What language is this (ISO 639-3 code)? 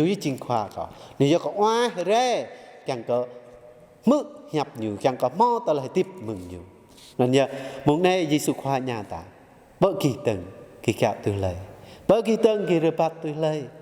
jra